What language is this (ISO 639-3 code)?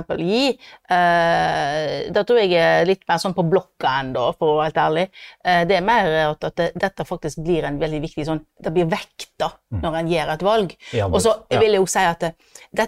nor